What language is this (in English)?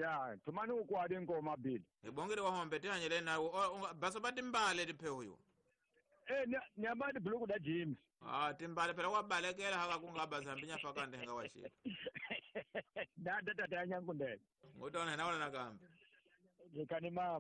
Tsonga